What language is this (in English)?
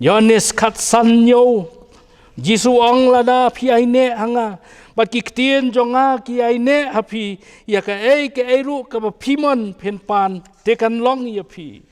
Khasi